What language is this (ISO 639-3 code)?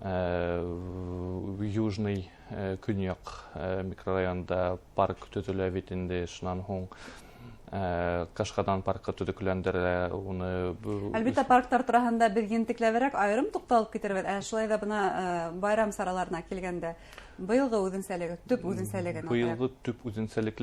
bak